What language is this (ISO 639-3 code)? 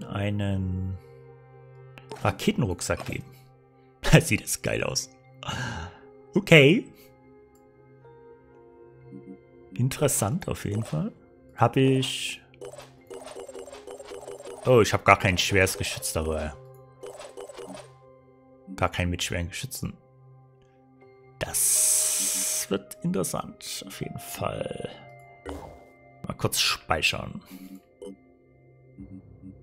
deu